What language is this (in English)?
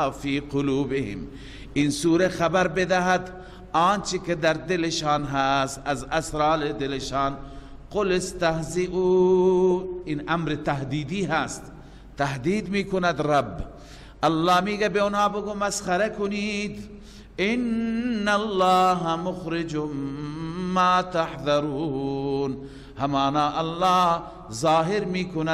Persian